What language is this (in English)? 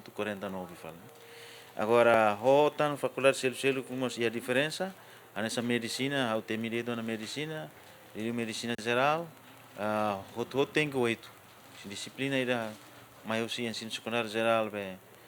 Tetum